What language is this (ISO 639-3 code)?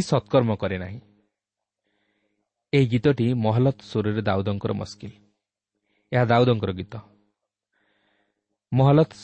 ori